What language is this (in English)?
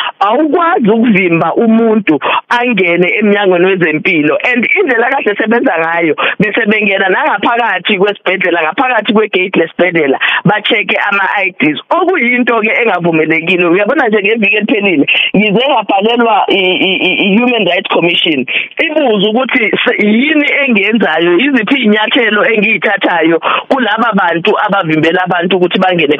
Zulu